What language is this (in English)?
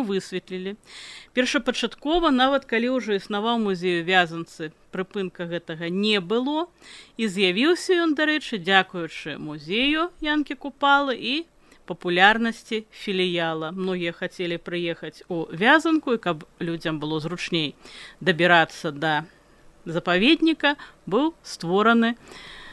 Belarusian